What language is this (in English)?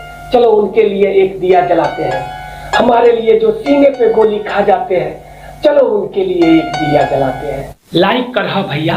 Magahi